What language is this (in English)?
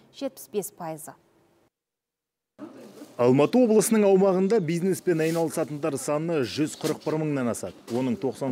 Kazakh